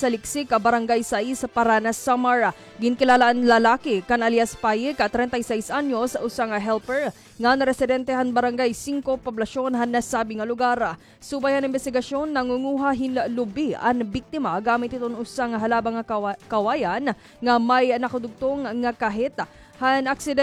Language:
Waray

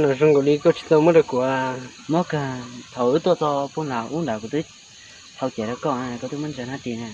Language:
Hmong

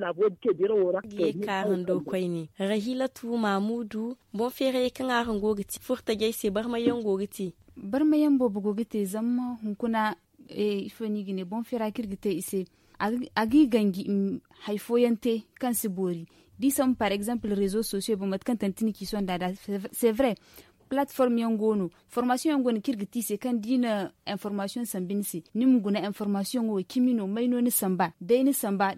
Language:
Zarma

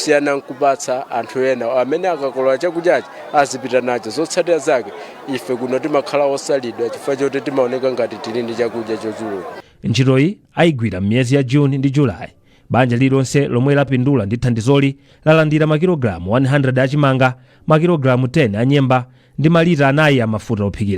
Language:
Nyanja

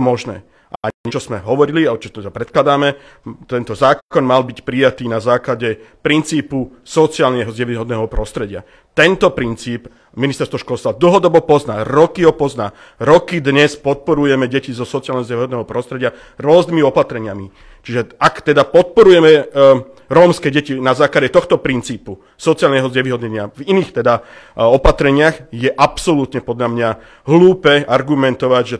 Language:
Slovak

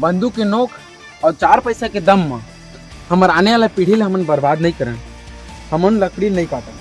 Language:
Chhattisgarhi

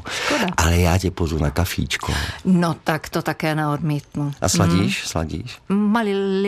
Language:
Czech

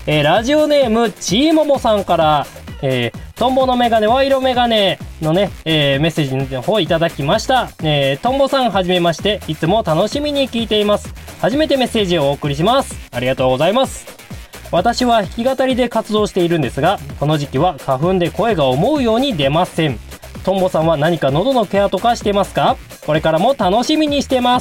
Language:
Japanese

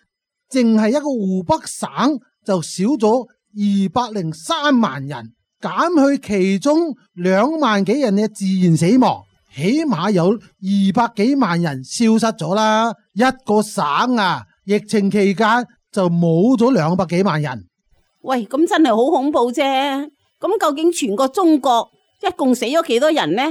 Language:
Cantonese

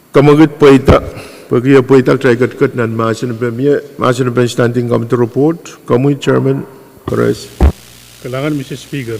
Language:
Pohnpeian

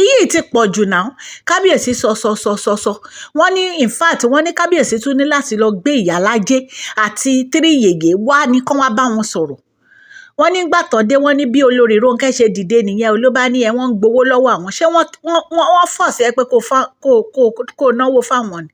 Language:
Yoruba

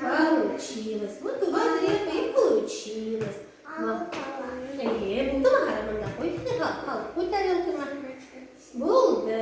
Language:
Bashkir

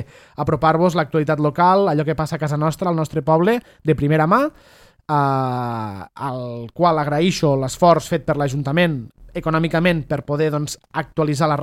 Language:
Catalan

